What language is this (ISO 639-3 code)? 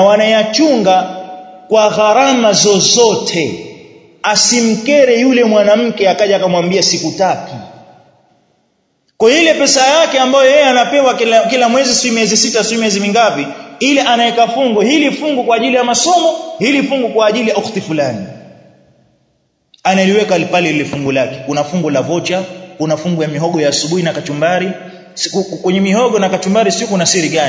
swa